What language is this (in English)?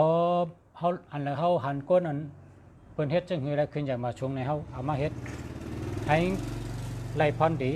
Shan